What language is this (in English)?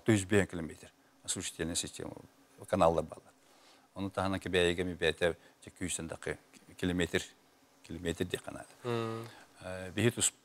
Yakut